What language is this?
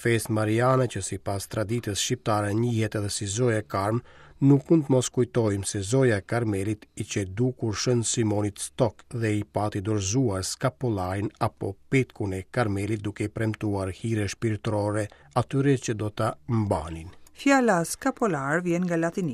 Albanian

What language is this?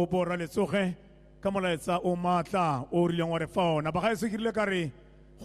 Tswana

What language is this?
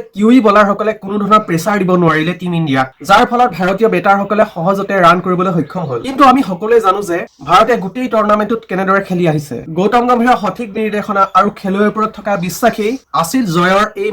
Assamese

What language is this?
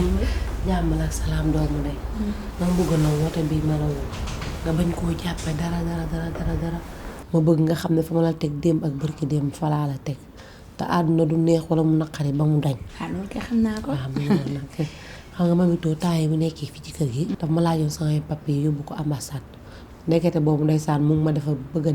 Wolof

